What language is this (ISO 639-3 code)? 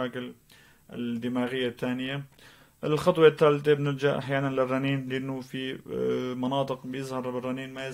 apc